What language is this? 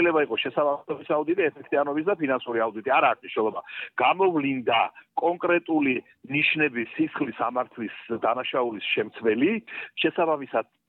Georgian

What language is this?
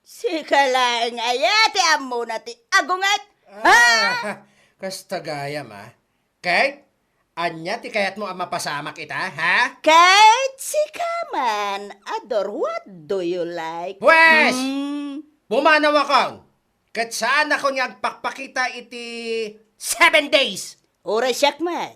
Iloko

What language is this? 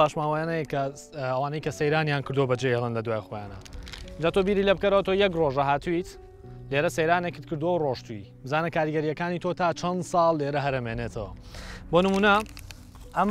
Central Kurdish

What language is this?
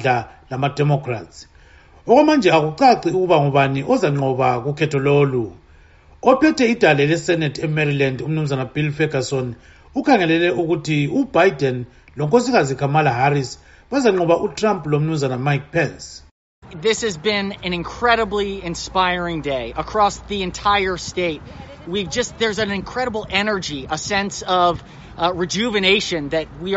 North Ndebele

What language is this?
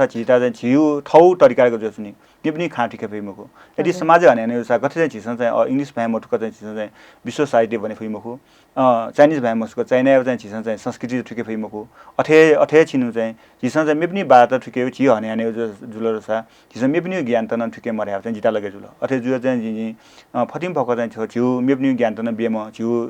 Newari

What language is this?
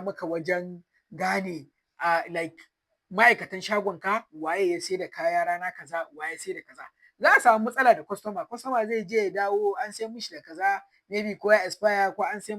Hausa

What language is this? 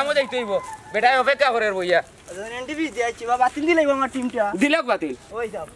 Sylheti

